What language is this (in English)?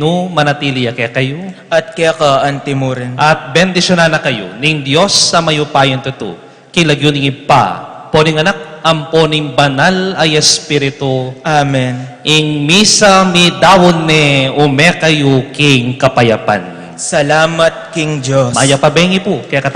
Pampanga